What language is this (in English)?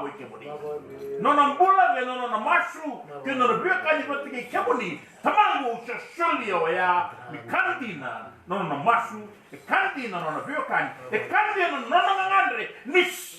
Fijian